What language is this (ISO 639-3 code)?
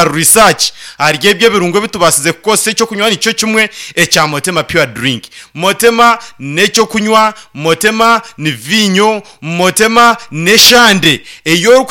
nyn